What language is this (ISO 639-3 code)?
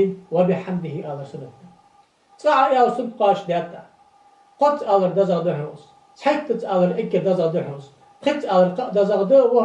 inh